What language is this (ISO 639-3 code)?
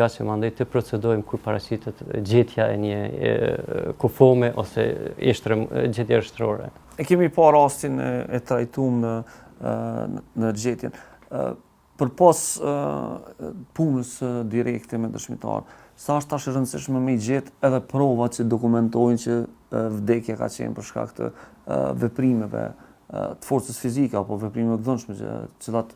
sqi